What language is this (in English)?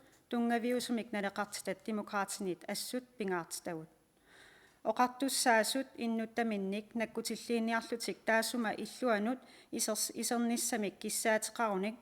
Kalaallisut